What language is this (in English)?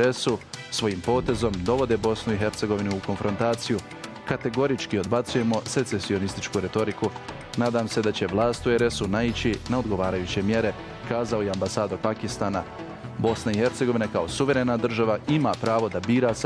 Bosnian